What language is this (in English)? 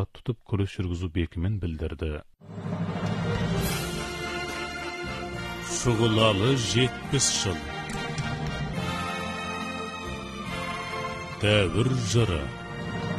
Kazakh